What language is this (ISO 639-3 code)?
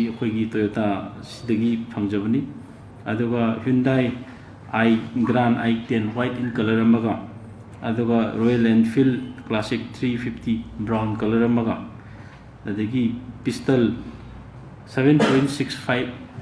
mni